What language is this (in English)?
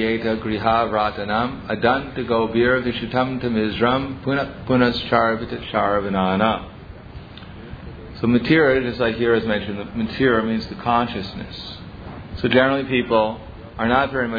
English